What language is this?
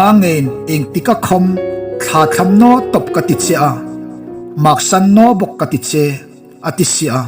Hmar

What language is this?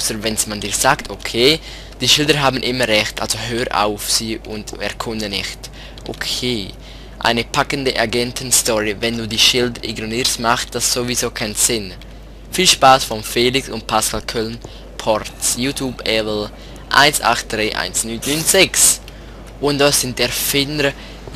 Swiss German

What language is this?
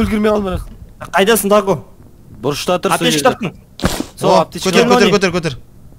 Kazakh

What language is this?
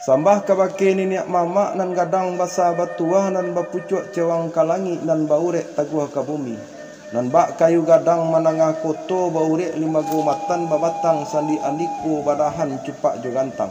Minangkabau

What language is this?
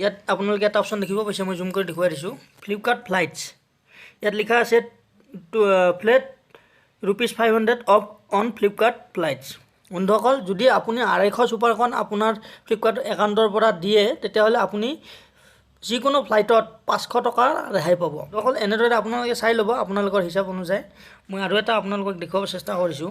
Assamese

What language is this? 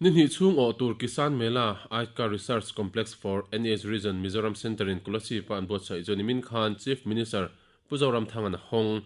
Mizo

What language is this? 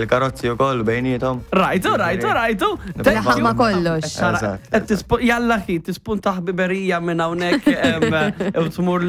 Maltese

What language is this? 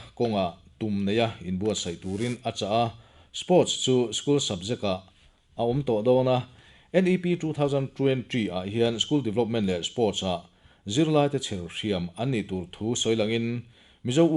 Mizo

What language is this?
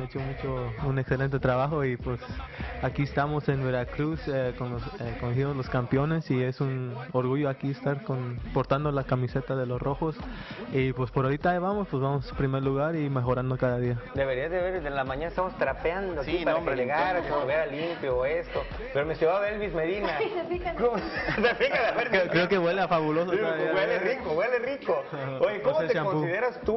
Spanish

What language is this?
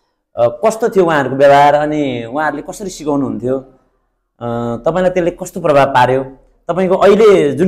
Nepali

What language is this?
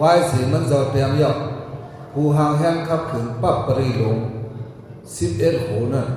Shan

